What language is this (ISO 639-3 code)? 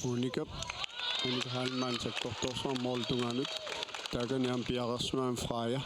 kal